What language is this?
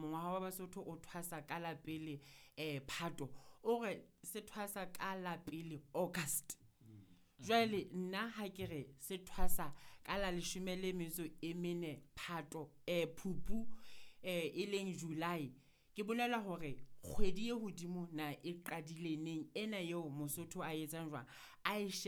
Southern Sotho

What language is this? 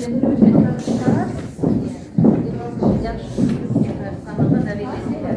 Crimean Tatar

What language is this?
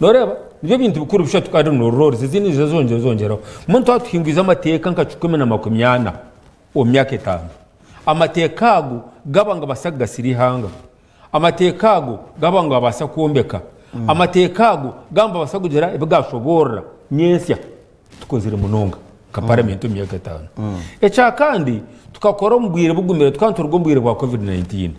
Nyankole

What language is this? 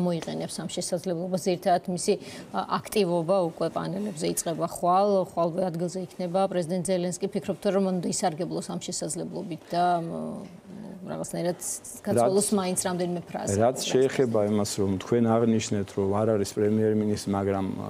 Georgian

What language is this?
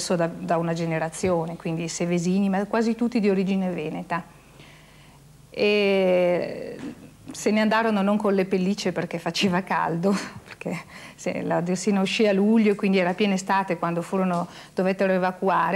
Italian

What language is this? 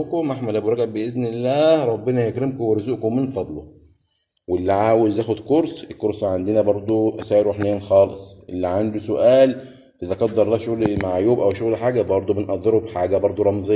Egyptian Arabic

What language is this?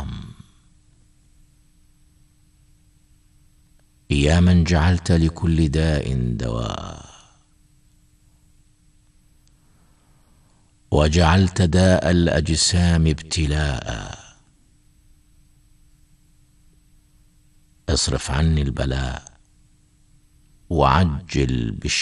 Arabic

